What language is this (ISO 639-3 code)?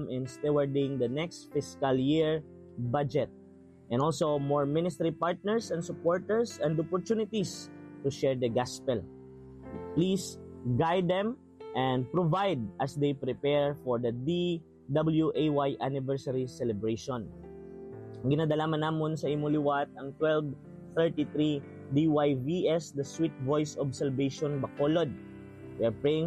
hil